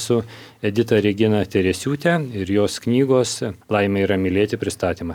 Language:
Lithuanian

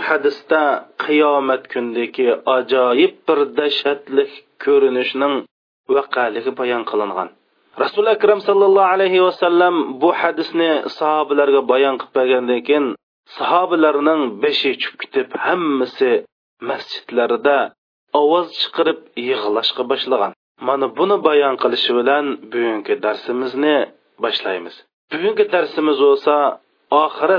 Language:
Uyghur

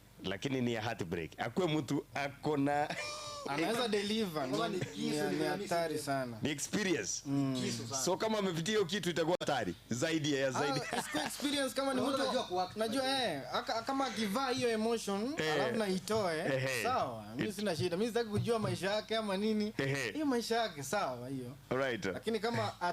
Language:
Gusii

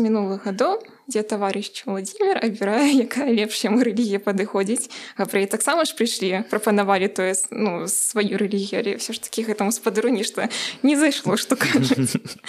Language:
Belarusian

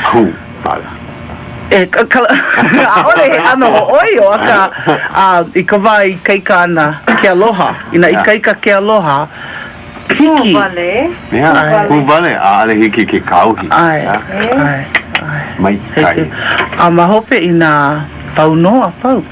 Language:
Hawaiian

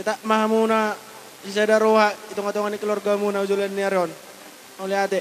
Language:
Batak Toba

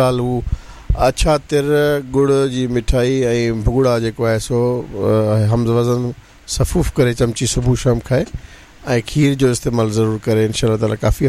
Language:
Sindhi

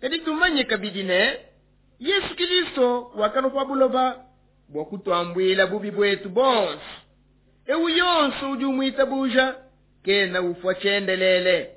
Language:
Luba-Lulua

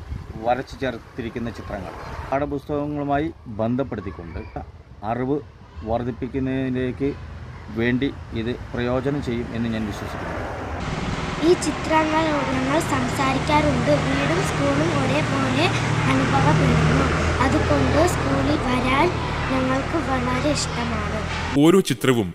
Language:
Malayalam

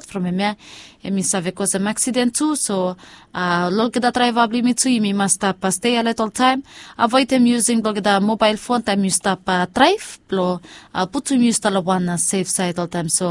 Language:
Bislama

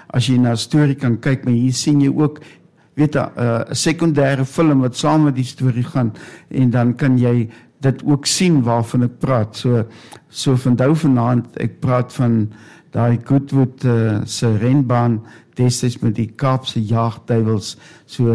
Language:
Afrikaans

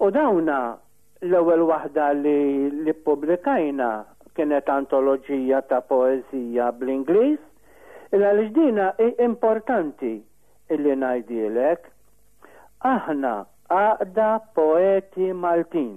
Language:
Maltese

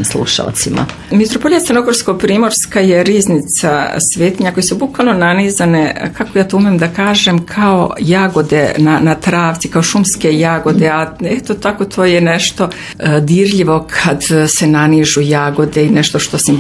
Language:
Serbian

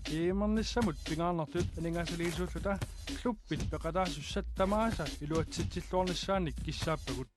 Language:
Kalaallisut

